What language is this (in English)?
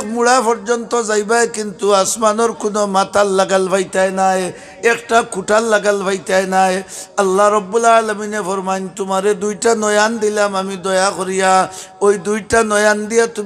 Sylheti